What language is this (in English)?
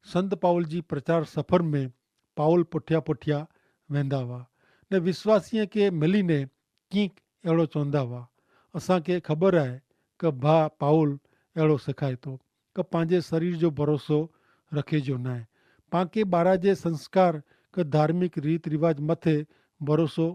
Kachhi